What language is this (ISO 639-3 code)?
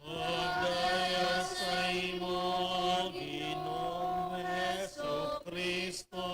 hil